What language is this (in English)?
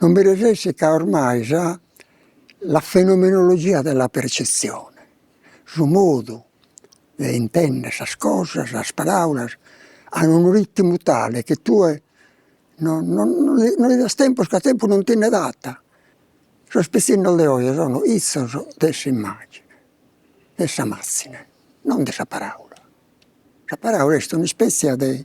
Sardinian